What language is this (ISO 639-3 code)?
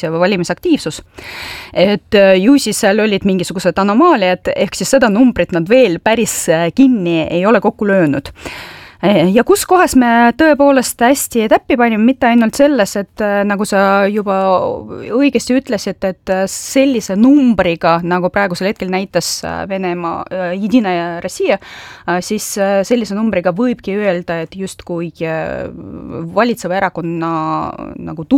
est